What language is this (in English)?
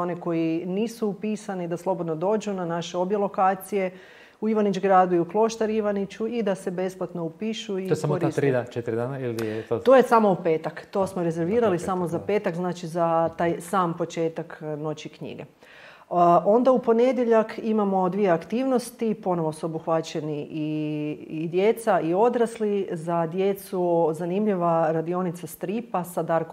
Croatian